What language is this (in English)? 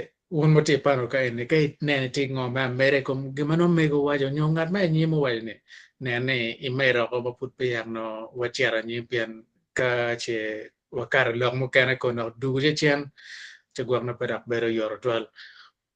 Acoli